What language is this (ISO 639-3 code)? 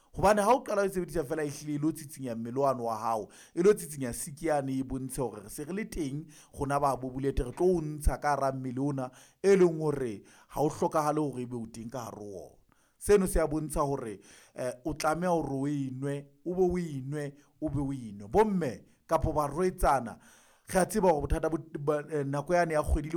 sot